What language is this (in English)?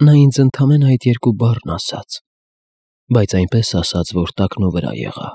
Armenian